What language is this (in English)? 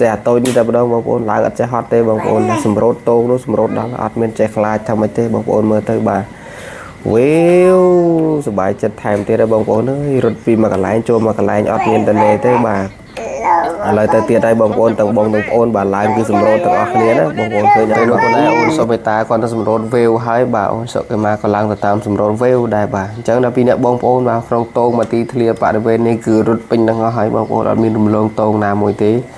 Khmer